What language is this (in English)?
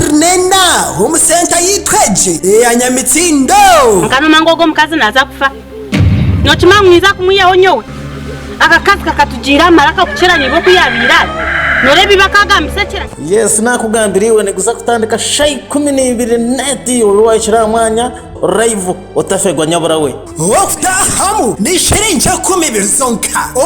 Nyankole